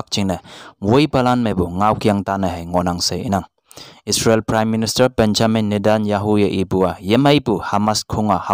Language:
Konyak Naga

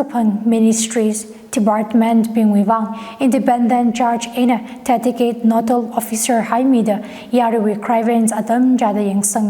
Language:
Tangkhul Naga (India)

